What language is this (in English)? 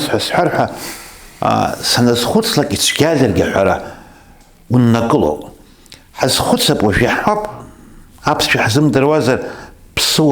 Abkhazian